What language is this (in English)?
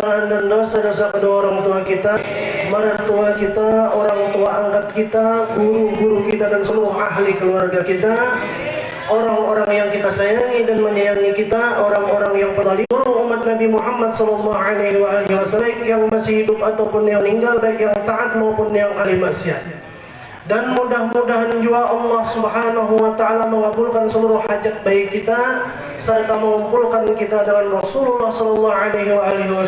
Banjar